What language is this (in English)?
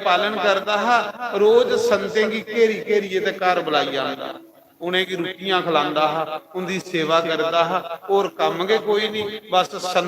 Dogri